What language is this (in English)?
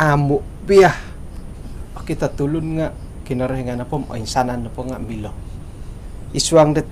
Central Dusun